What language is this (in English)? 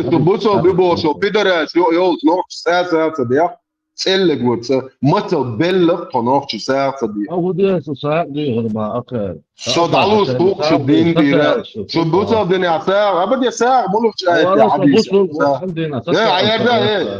Chechen